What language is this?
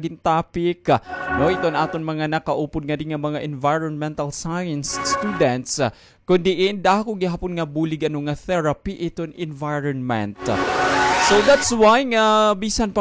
Waray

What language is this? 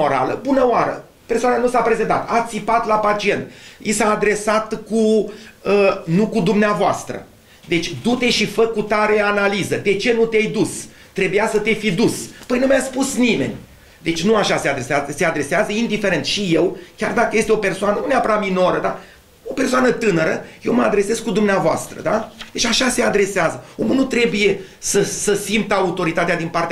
Romanian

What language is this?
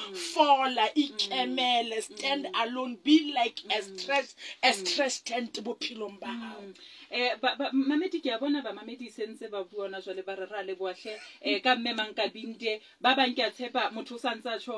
Southern Sotho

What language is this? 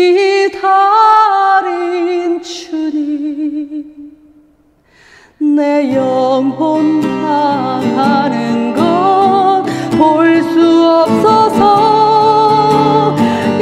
Korean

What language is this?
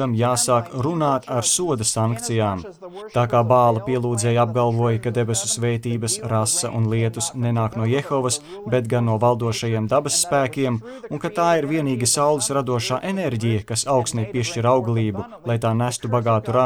Latvian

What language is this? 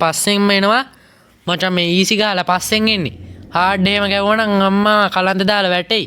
Sinhala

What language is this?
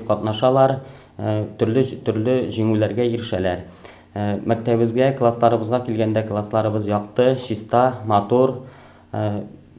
Tatar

